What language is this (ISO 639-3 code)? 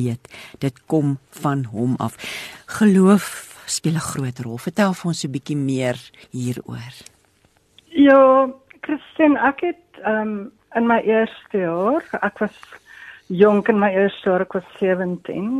afr